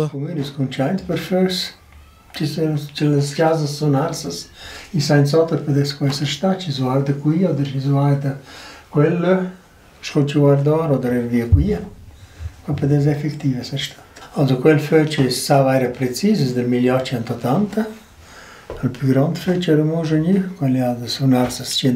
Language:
Romansh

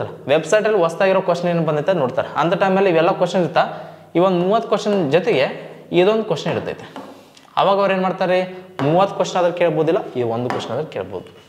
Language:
Kannada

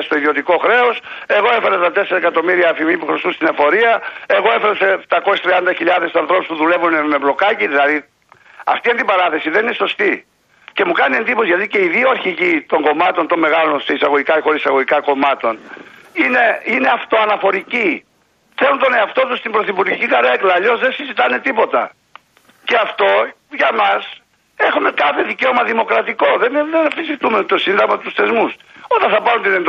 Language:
Greek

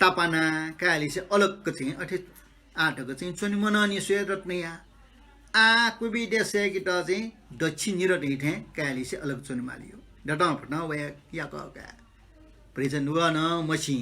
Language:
Newari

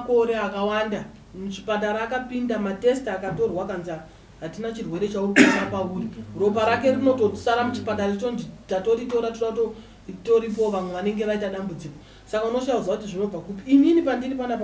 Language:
Shona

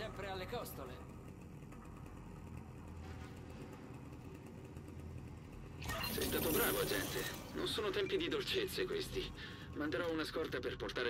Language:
Italian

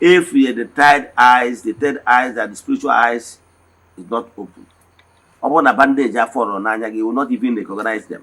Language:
Igbo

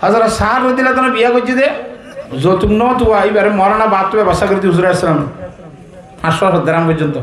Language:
Rohingya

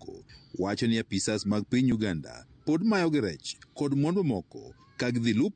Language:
Luo (Kenya and Tanzania)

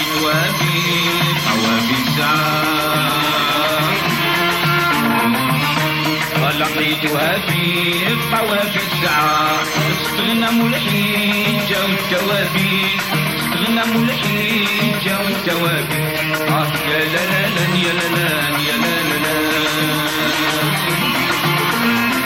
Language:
Algerian Arabic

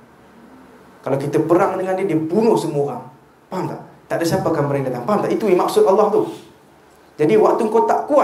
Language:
Malay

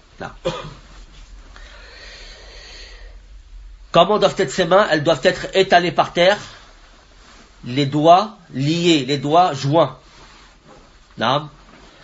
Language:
French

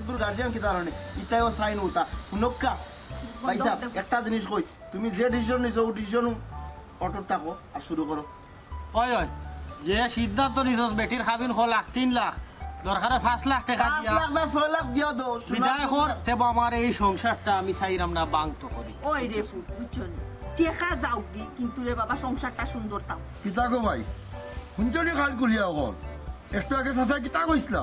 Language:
Sylheti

